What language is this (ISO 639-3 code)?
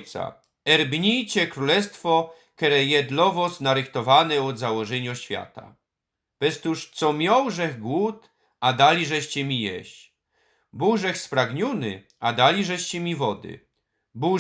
szl